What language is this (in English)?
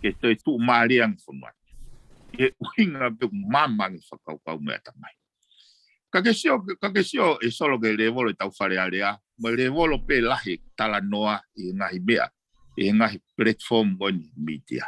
Tongan